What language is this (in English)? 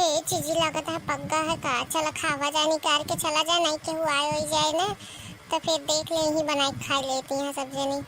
Awadhi